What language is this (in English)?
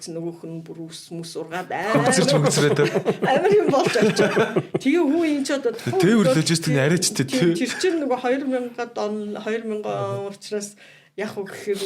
Mongolian